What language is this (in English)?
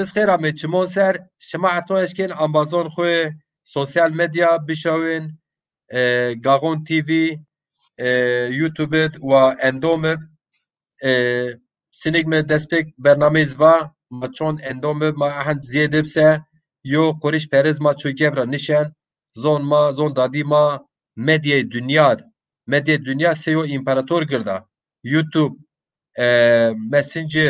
Zaza